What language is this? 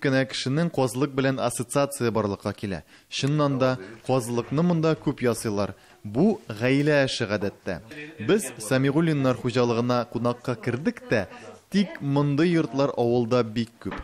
Tatar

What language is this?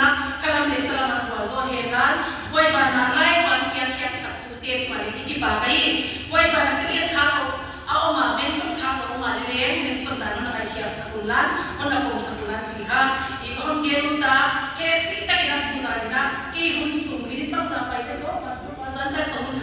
Tedim Chin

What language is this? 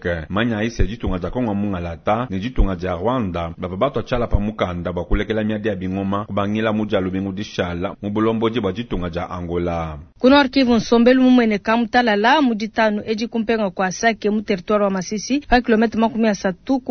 Luba-Lulua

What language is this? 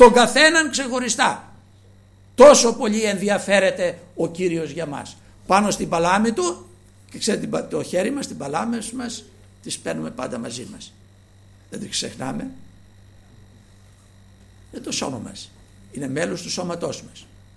Greek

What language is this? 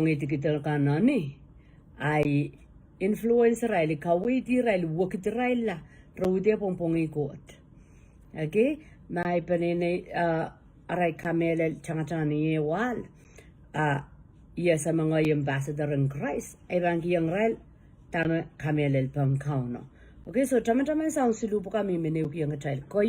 Pohnpeian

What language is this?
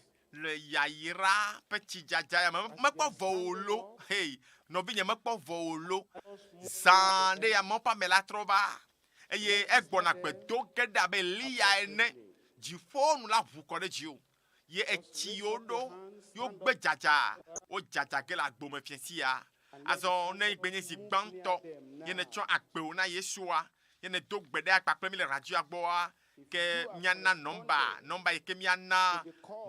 Ewe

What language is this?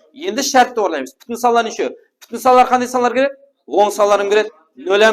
Kara-Kalpak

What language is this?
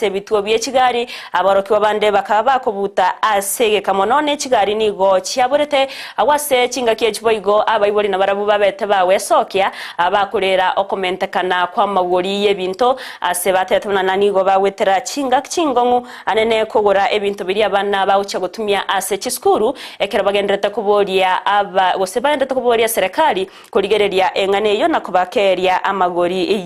Gusii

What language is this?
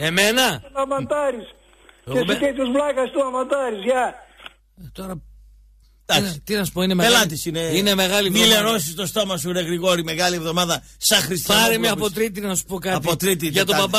Greek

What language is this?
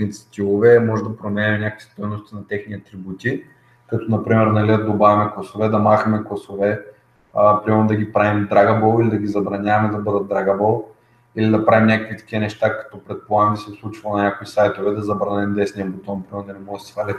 Bulgarian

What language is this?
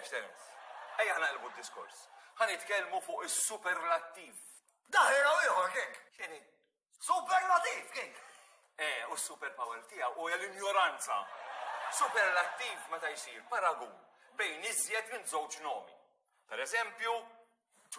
Maltese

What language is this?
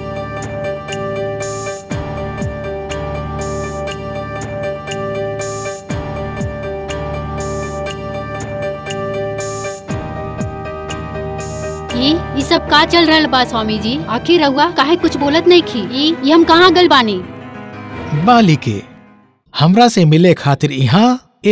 Bhojpuri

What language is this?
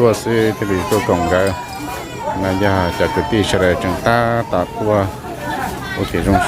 Hmong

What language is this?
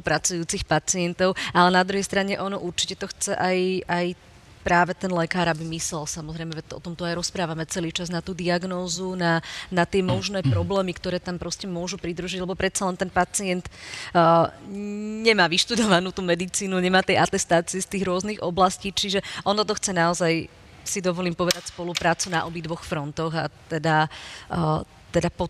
Slovak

